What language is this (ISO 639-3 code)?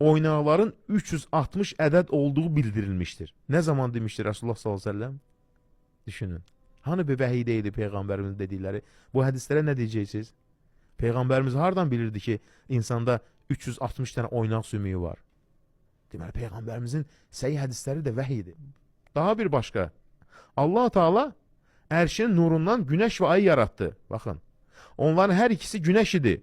aze